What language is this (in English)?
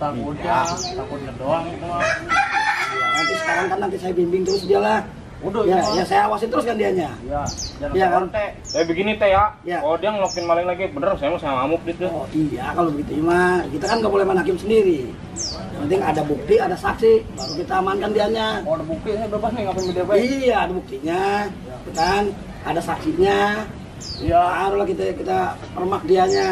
Betawi